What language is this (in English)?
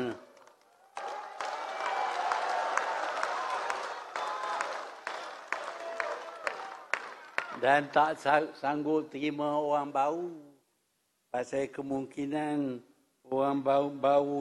Malay